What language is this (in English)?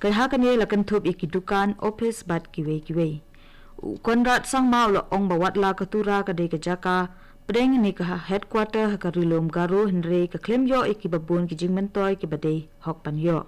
Khasi